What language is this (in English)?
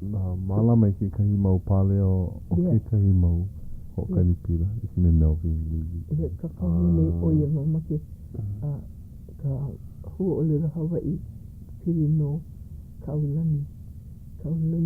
Hawaiian